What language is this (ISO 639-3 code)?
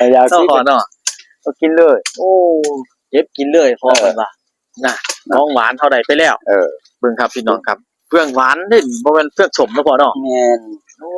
tts